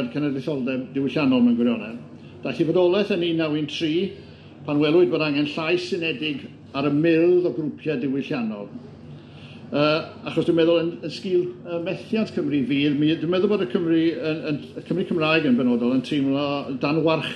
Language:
Welsh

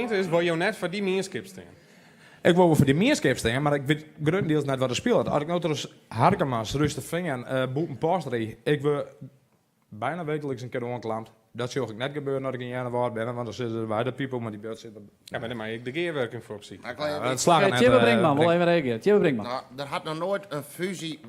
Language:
Western Frisian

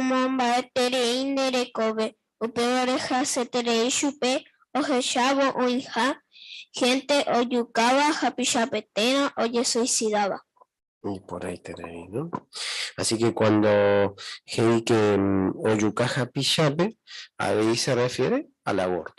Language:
Guarani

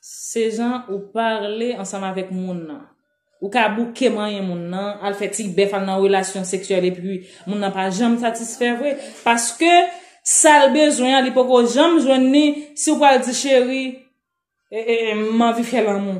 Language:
Haitian Creole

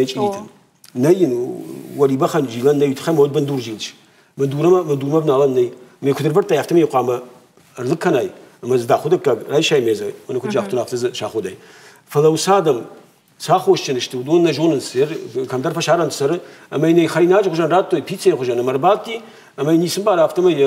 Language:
Ossetic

